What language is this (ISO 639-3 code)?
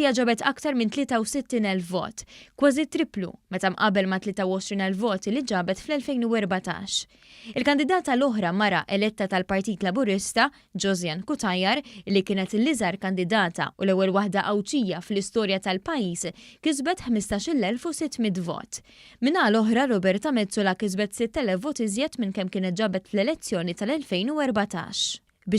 mlt